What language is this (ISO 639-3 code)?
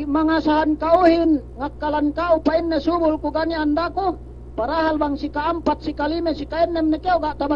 yka